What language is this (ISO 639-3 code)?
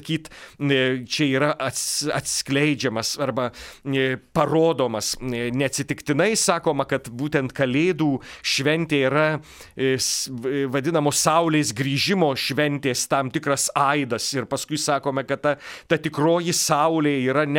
lit